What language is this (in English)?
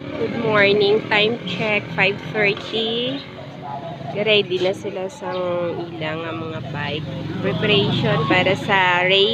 Hiligaynon